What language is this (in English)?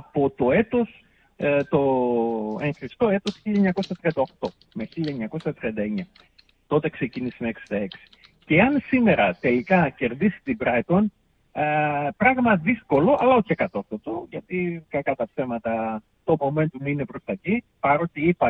Greek